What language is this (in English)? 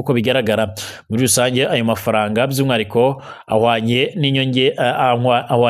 Kinyarwanda